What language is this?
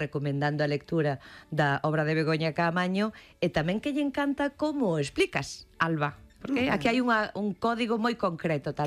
Galician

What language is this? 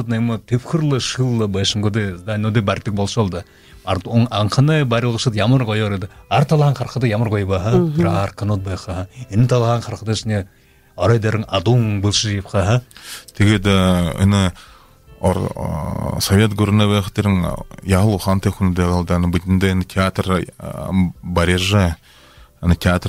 Buriat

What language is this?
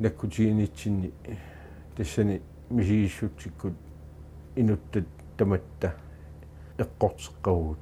Kalaallisut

